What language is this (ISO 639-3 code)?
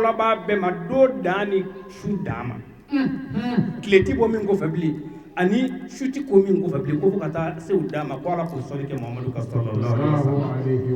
bam